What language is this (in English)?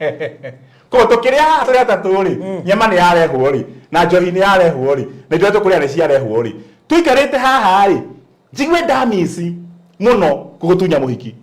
Kikuyu